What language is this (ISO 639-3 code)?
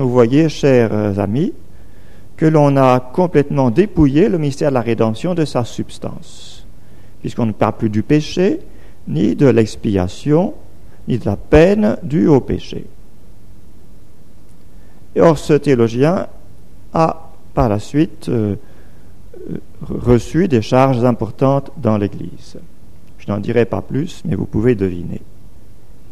fra